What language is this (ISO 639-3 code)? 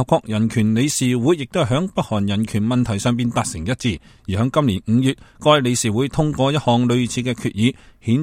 yue